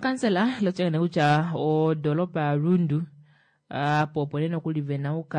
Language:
Kuanyama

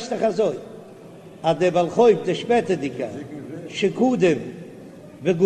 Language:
Yiddish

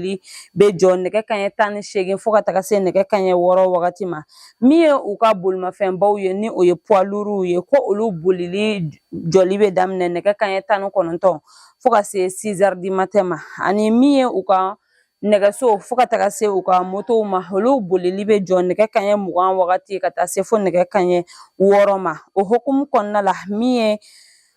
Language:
Bambara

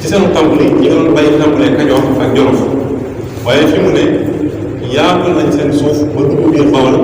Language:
Wolof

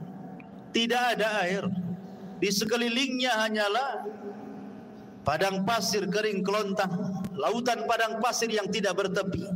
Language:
Indonesian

